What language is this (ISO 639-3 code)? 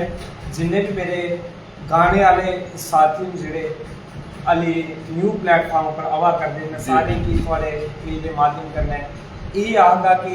doi